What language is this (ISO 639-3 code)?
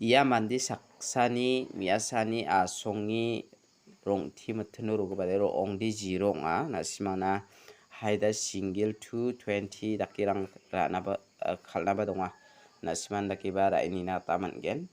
grt